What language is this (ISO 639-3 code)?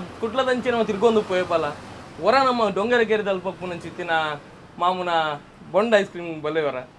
tcy